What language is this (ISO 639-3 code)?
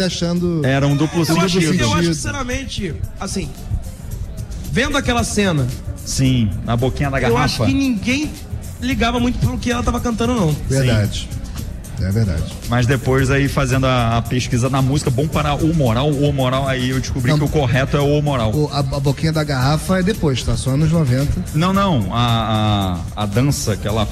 por